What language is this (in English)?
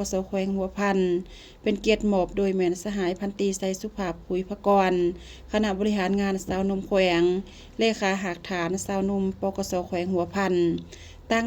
Lao